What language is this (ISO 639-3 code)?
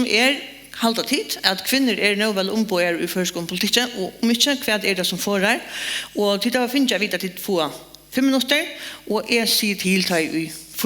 fao